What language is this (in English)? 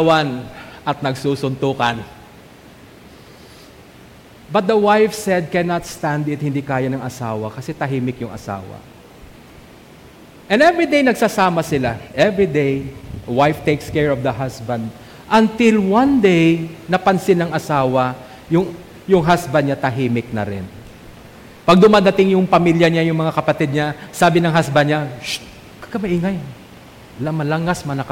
Filipino